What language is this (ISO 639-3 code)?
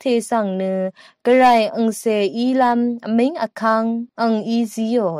raw